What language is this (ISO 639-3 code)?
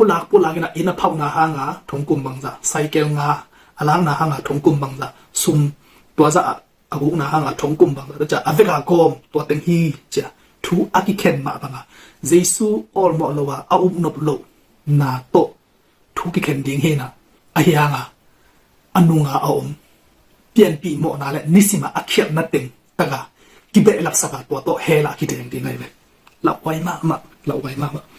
ctd